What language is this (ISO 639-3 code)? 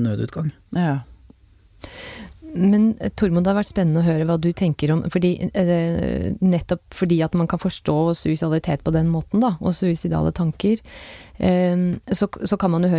nor